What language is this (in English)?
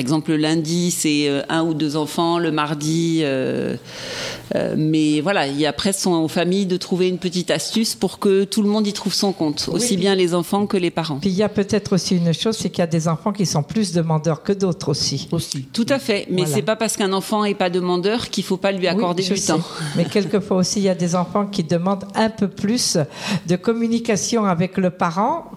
French